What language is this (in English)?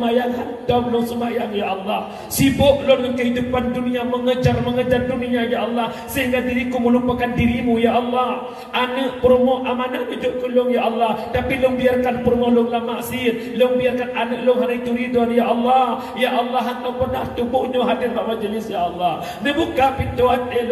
Achinese